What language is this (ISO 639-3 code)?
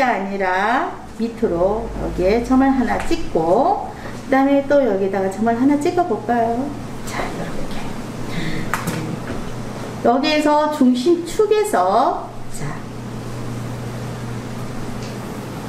kor